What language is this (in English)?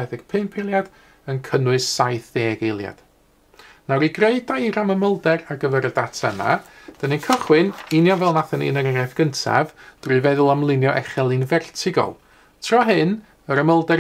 Welsh